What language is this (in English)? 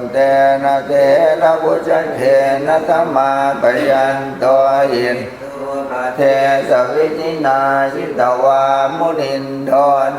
Pali